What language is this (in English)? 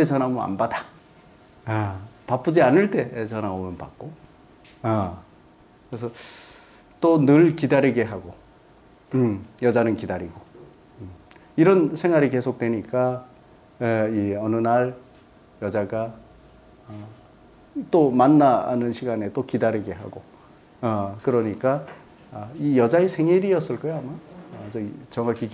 Korean